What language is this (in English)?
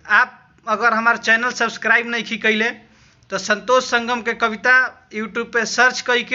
Bhojpuri